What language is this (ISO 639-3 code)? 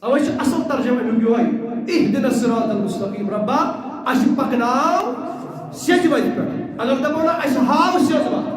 kas